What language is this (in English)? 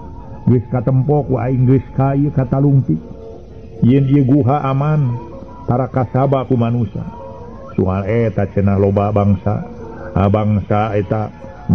Sundanese